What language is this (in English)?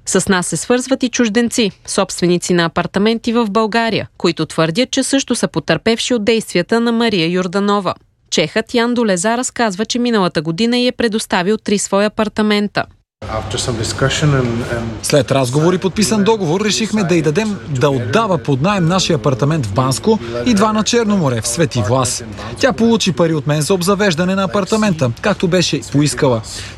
Bulgarian